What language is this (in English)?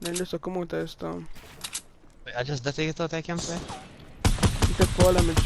Jamaican Creole English